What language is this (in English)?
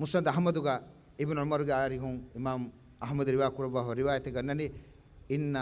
Divehi